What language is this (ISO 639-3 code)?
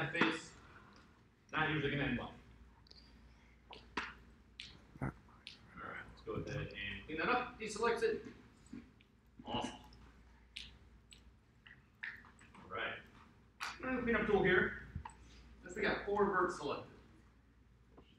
eng